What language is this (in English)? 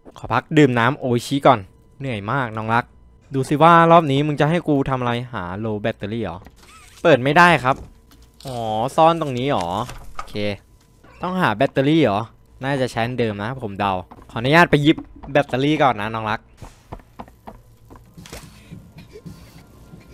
Thai